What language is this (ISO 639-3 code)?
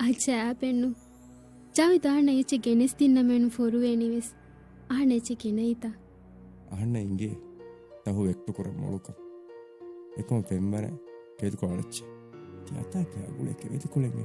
div